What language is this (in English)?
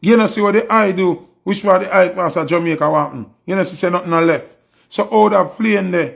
Jamaican Creole English